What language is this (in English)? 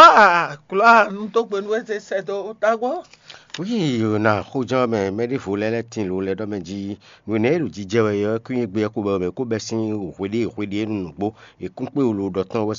Fon